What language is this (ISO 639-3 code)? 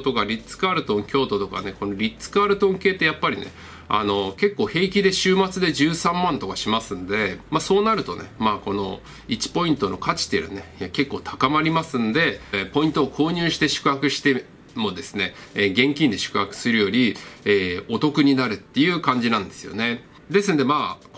jpn